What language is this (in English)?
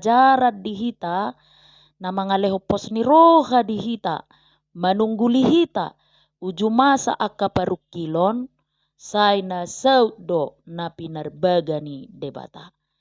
Batak Toba